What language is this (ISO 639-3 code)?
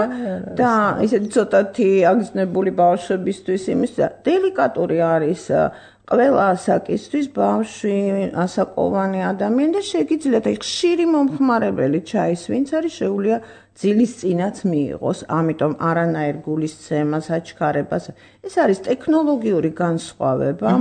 kat